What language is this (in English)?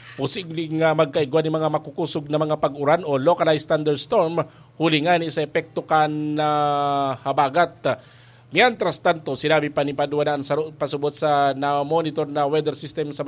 Bikol